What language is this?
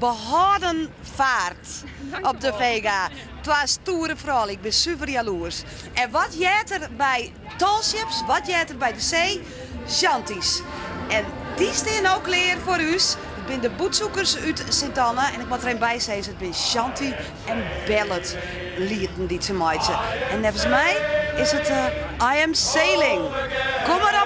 Western Frisian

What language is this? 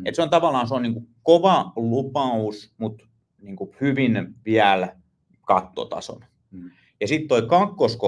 Finnish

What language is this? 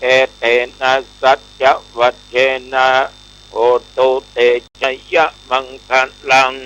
Pali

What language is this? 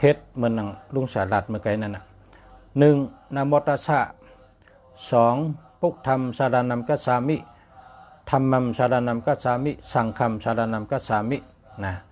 Shan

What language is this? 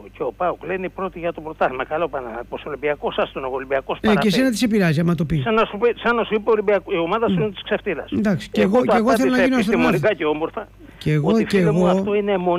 Greek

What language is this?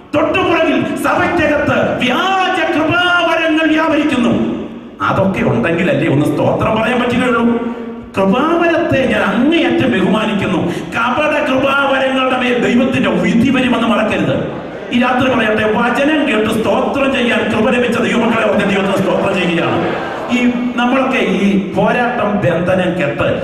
Malayalam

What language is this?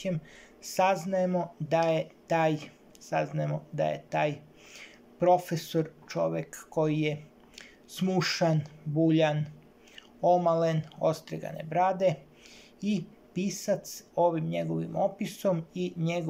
Serbian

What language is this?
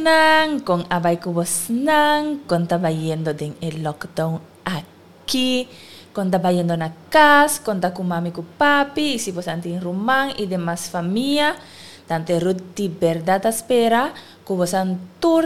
Papiamento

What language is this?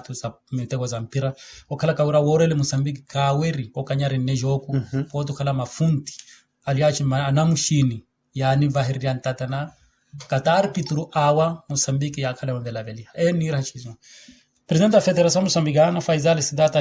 Makhuwa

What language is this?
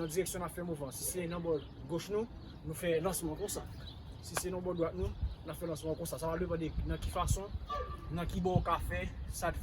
Haitian Creole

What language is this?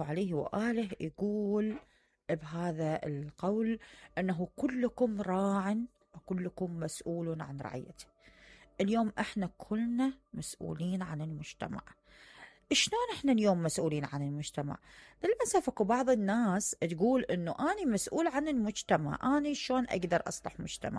Mesopotamian Arabic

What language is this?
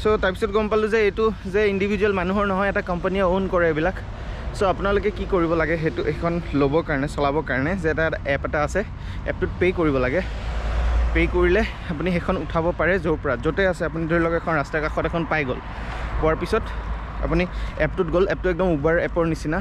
Assamese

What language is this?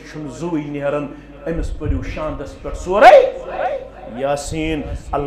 Kashmiri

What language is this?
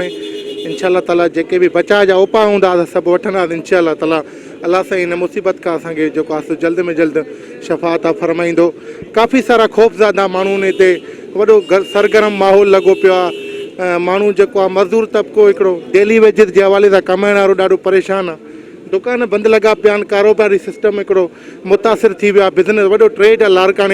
Sindhi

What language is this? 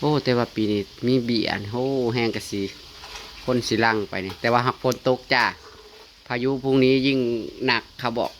Northeastern Thai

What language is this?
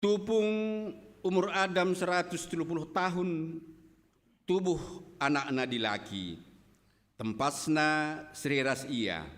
Batak Karo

